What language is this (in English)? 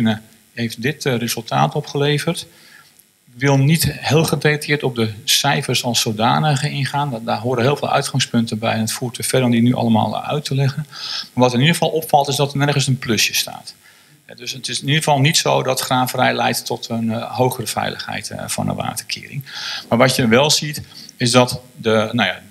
Dutch